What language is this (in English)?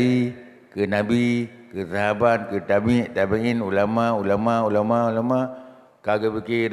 Achinese